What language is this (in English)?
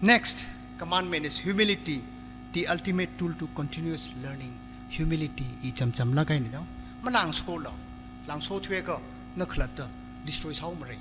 Tangkhul Naga (India)